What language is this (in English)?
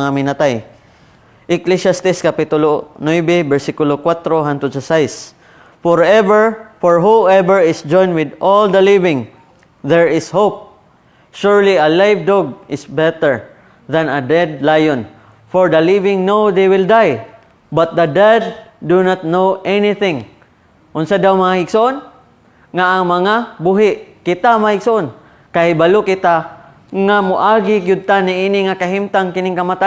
Cebuano